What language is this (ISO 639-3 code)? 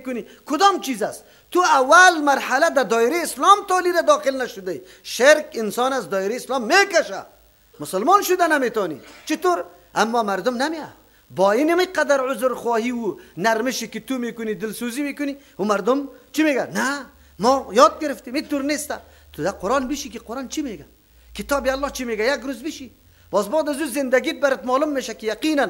fas